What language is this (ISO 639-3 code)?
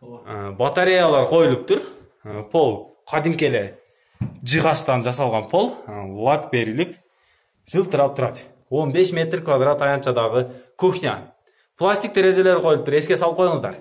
kir